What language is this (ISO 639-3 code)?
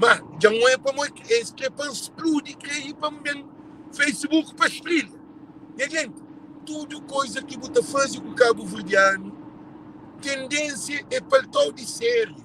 kea